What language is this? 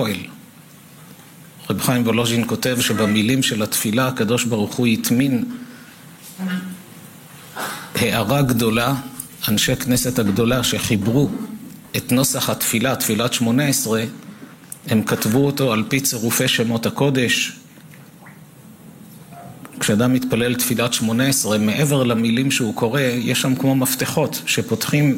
Hebrew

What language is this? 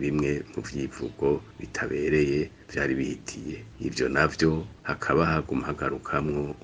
Rundi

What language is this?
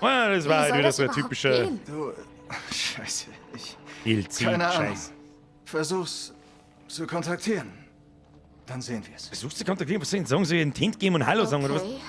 Bavarian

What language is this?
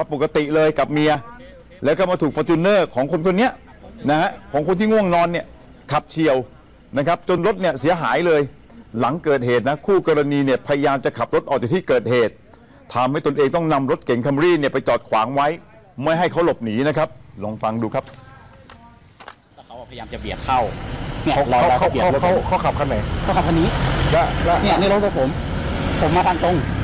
Thai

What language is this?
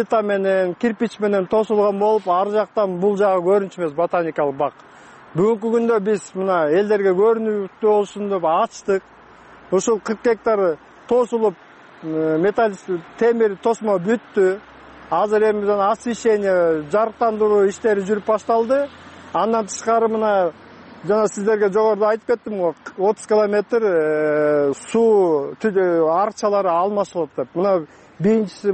Kyrgyz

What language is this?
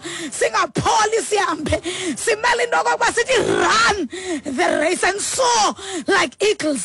Xhosa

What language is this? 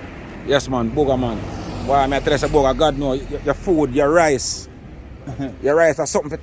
Jamaican Creole English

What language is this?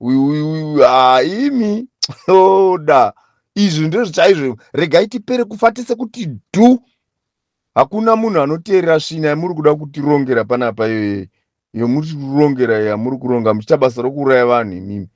Shona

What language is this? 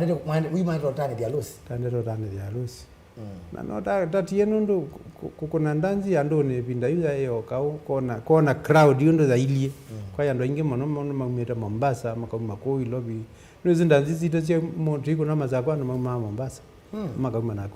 Kamba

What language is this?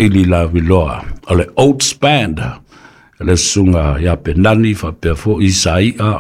Samoan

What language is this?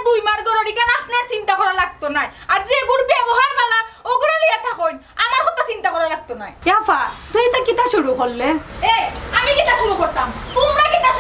Sylheti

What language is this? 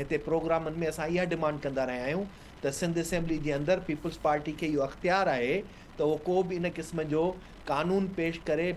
Sindhi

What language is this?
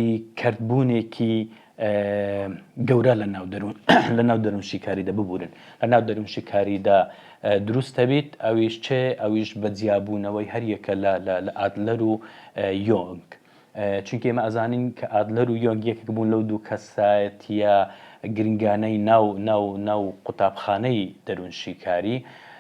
Central Kurdish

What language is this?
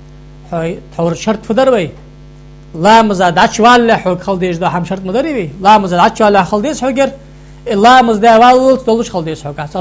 Ingush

